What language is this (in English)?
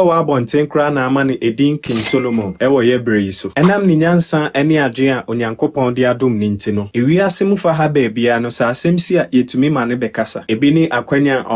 Akan